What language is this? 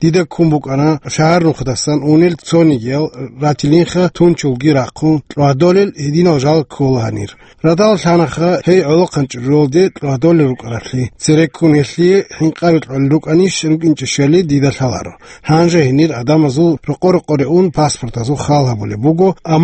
Avaric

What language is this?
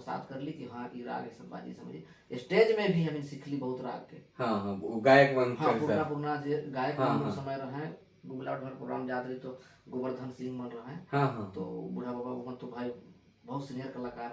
Sadri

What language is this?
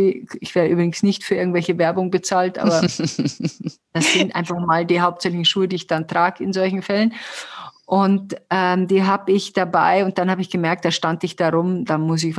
German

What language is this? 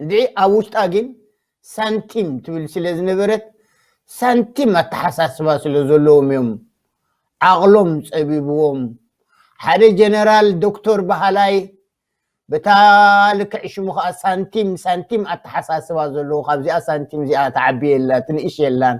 Tigrinya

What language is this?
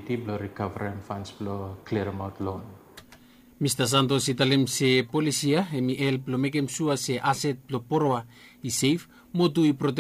Bislama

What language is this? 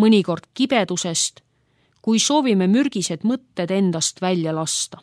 Estonian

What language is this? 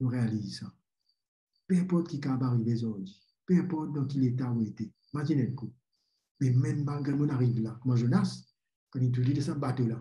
Morisyen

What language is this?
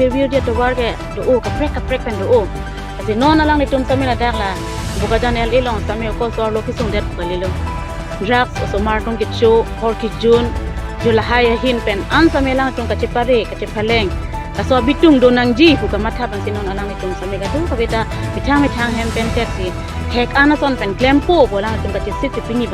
Karbi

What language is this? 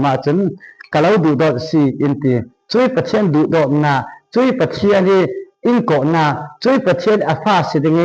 Falam Chin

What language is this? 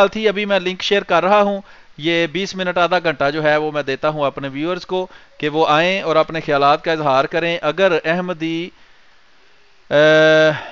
Urdu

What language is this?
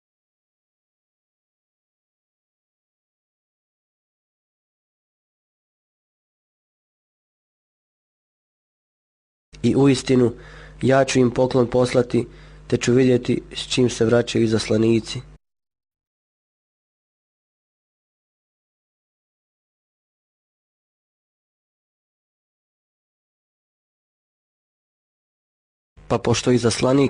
Bosnian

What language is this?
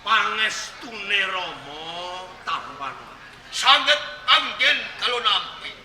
Javanese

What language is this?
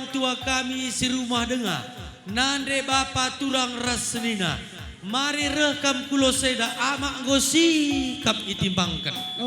Batak Karo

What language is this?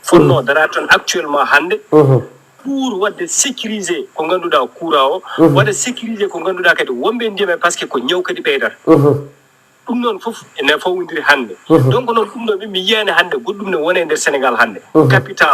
Fula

